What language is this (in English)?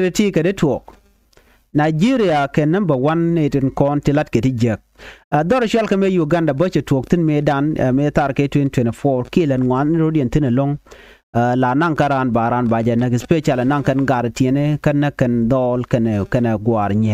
Nuer